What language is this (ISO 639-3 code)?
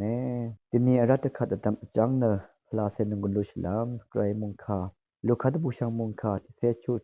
raw